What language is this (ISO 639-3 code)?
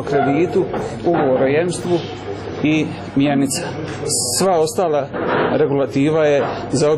hrv